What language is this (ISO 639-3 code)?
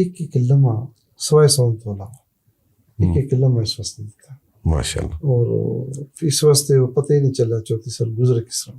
lah